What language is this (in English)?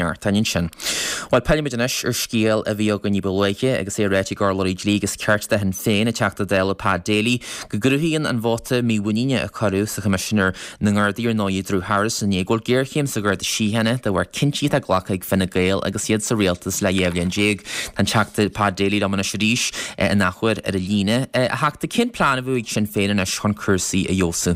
Irish